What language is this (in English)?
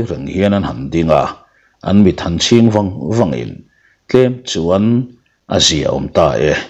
Mizo